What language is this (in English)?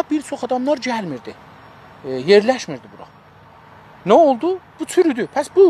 South Azerbaijani